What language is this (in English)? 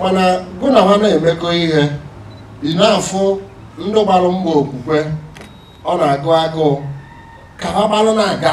Igbo